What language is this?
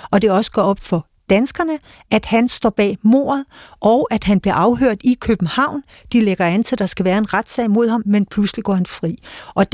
Danish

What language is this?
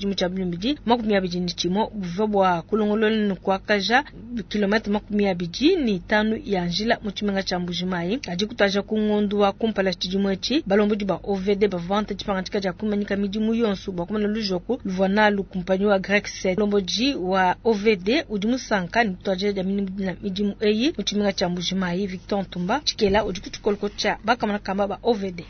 Luba-Lulua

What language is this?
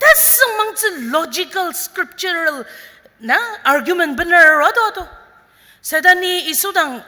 Ao Naga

